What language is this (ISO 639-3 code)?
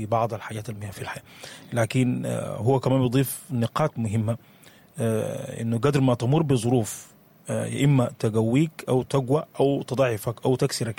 apd